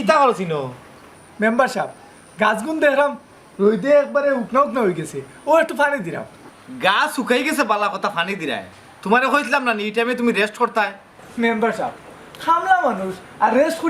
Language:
Sylheti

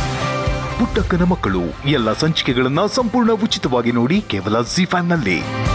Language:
Kannada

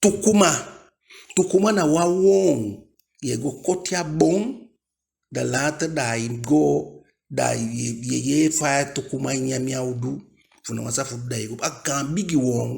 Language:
Eastern Maroon Creole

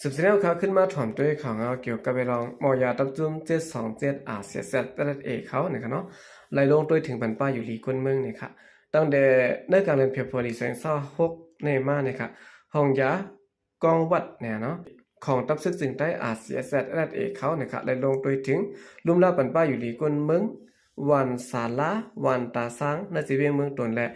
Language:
Shan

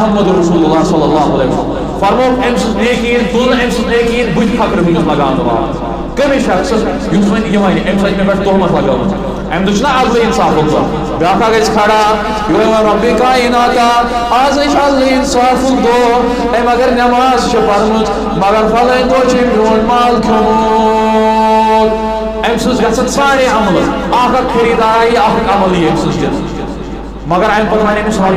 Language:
Kashmiri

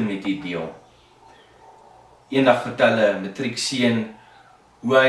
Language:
Afrikaans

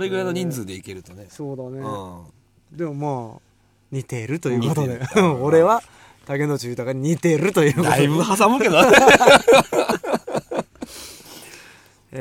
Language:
Japanese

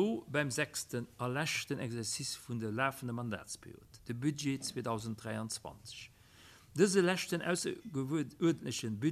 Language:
Luxembourgish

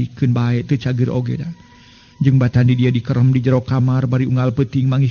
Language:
Sundanese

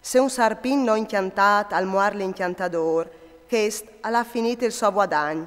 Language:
Friulian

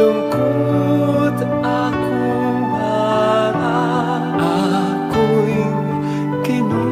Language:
Pampanga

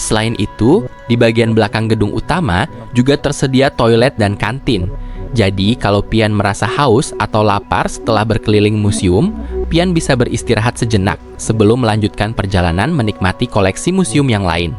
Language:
Banjar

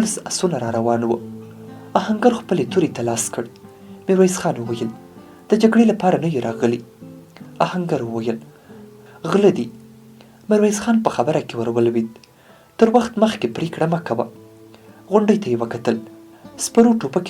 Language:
Pashto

